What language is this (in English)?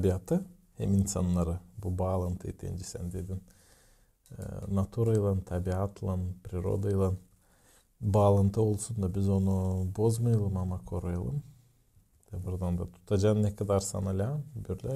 Gagauz